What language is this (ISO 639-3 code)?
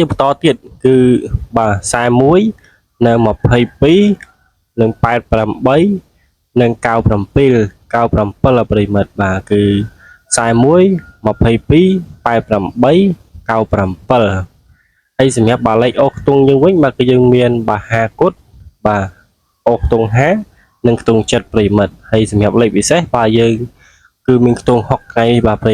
khm